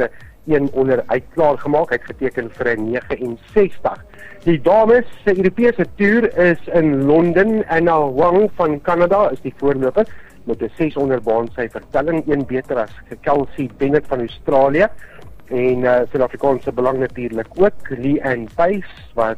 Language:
Afrikaans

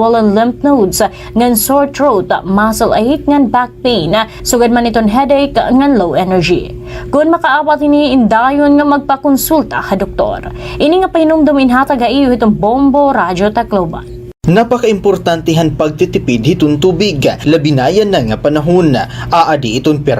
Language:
Waray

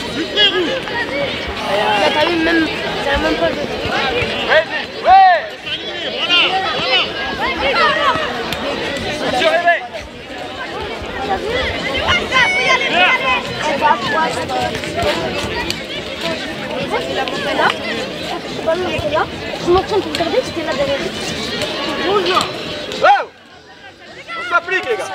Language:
French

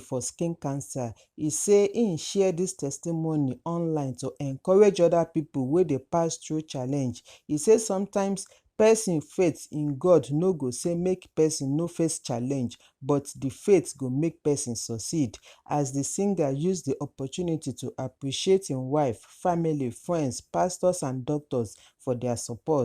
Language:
Nigerian Pidgin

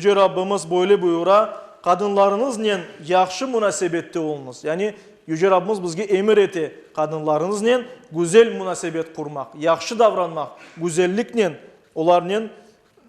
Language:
Crimean Tatar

